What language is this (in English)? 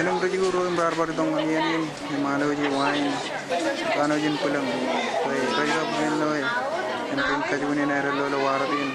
Marshallese